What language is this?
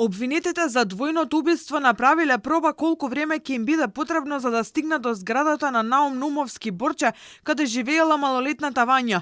Macedonian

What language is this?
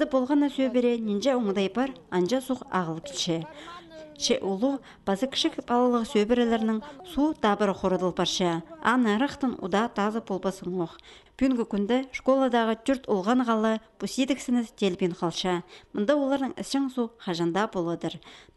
Khakas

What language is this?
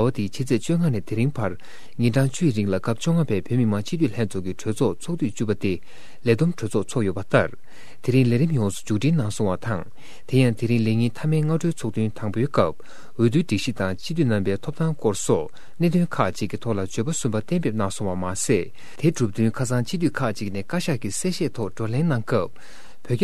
Tibetan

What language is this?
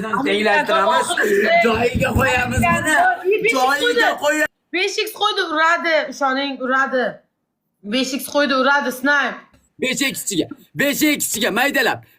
Uzbek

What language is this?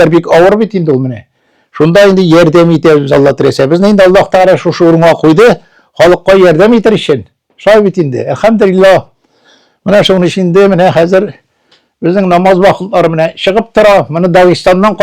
Tatar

